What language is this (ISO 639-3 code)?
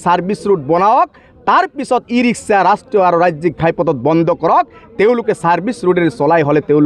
asm